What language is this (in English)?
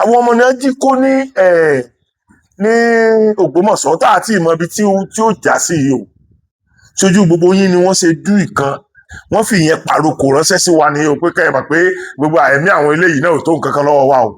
Yoruba